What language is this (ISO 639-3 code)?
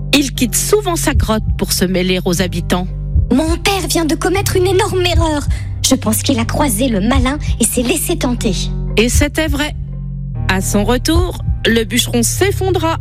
fra